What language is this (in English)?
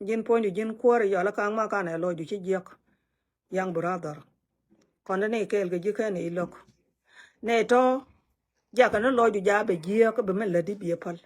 Nuer